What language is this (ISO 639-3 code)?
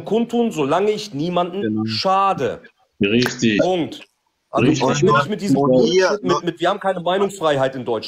deu